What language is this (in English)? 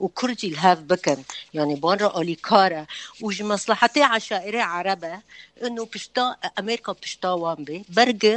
Kurdish